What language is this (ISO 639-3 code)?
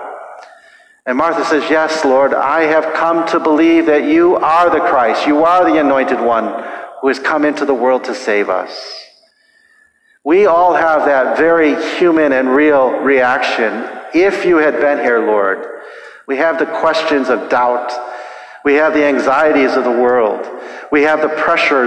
eng